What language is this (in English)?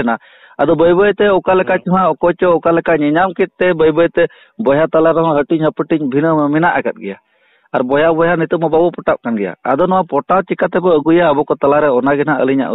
Santali